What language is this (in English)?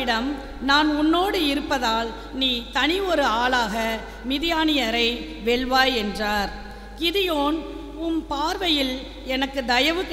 Tamil